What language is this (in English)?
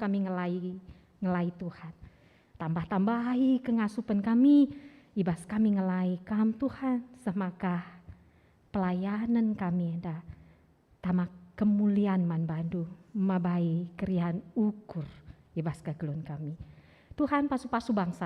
Batak Karo